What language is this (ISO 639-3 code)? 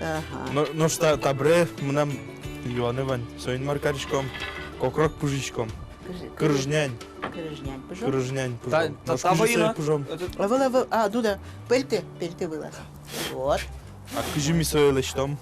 udm